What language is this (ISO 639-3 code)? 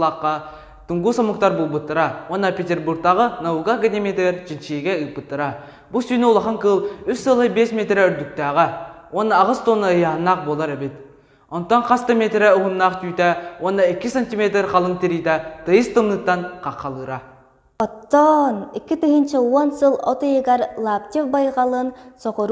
sah